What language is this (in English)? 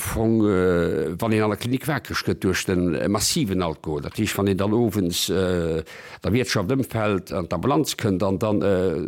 Luxembourgish